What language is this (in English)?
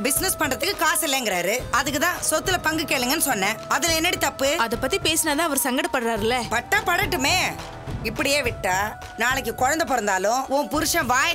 Tamil